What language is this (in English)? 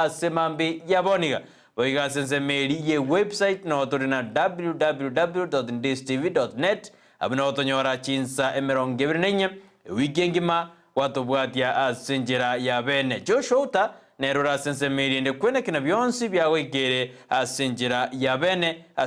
Gusii